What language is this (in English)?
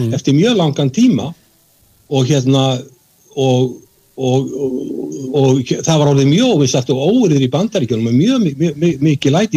Icelandic